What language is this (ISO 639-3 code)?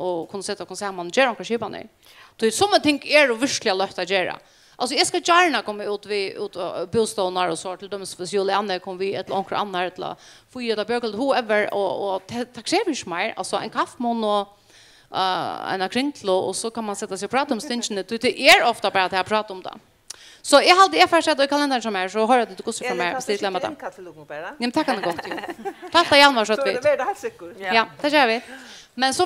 fao